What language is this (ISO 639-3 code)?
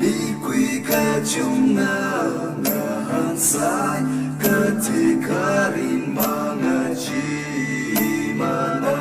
nmf